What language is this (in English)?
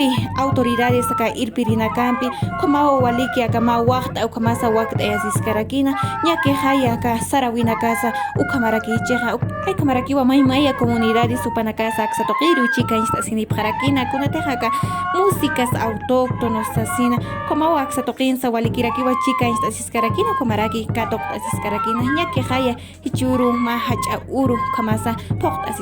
Aymara